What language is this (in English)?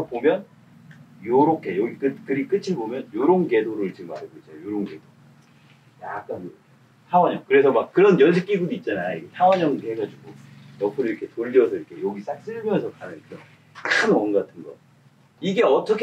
Korean